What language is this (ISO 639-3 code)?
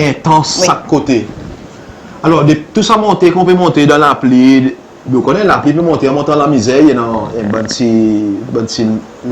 crs